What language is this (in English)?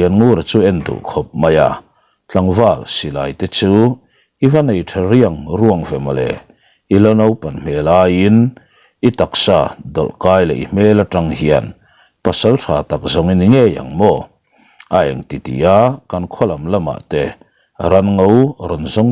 Mizo